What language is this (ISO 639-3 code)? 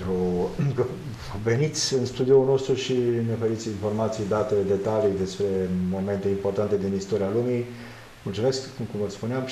ron